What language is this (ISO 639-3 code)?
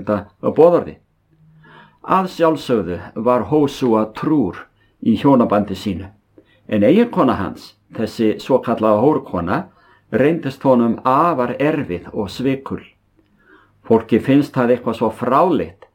isl